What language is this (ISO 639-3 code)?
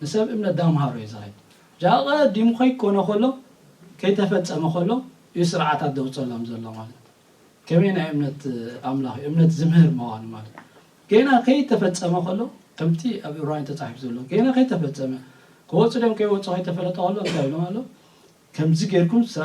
tir